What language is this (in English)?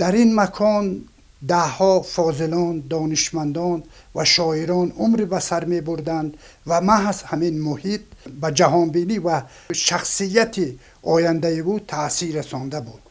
Tajik